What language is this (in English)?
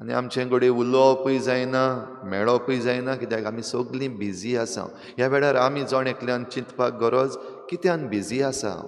Konkani